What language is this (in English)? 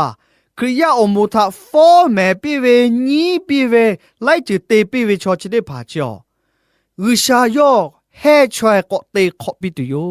Lahu